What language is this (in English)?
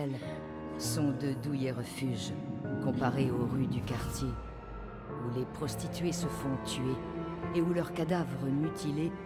French